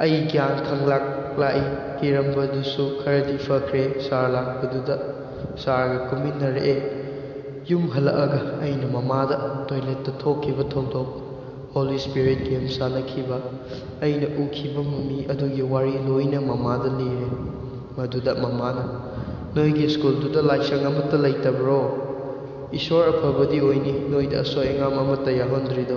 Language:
Manipuri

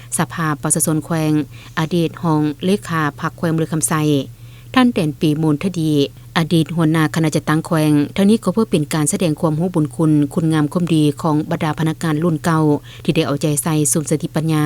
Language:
Lao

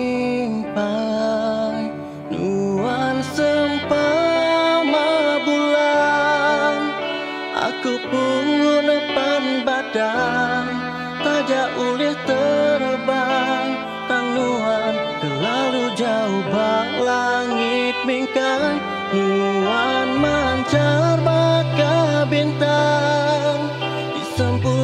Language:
Iban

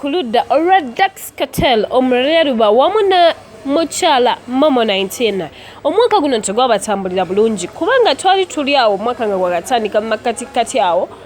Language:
Ganda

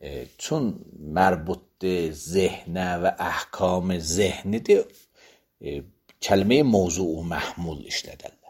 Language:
Azerbaijani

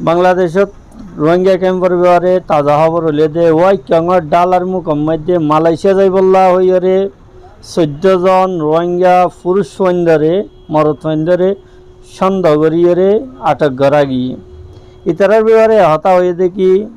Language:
Rohingya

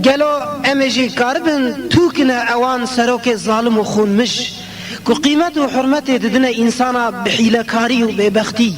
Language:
Kurdish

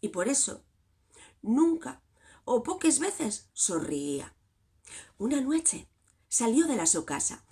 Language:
Asturian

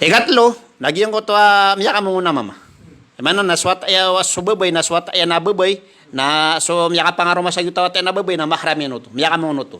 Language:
Maranao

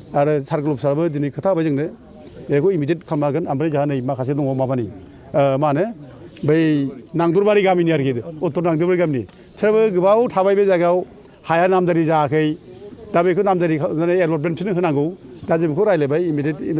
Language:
Bodo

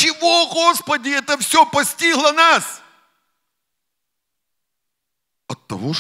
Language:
Russian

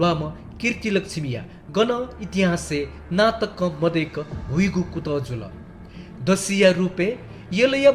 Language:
Newari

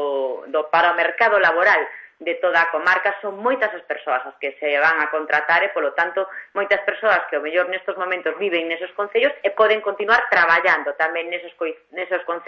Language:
Galician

